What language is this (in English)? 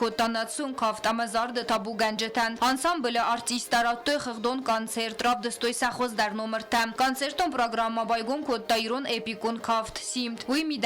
Ossetic